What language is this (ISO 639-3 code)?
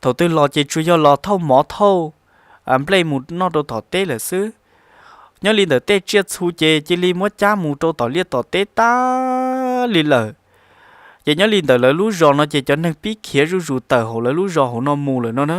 hmn